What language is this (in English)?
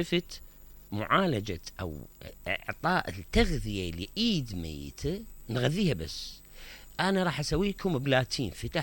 Mesopotamian Arabic